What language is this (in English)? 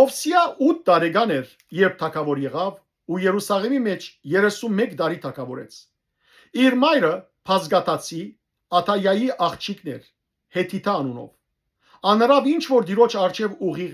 Western Armenian